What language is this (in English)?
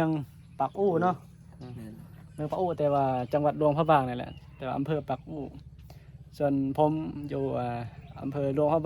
Northeastern Thai